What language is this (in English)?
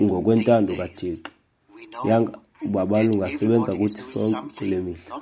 Xhosa